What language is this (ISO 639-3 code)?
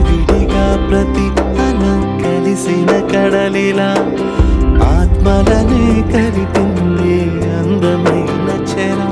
tel